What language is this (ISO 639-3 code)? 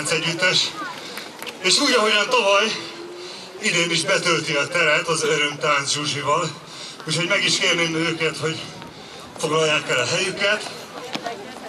hun